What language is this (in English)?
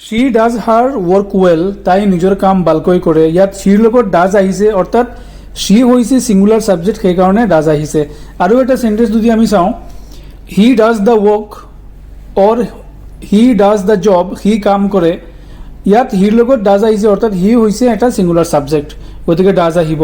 Assamese